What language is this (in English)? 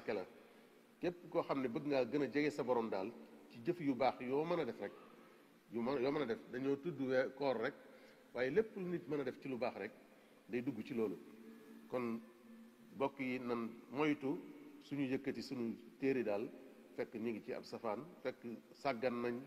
Wolof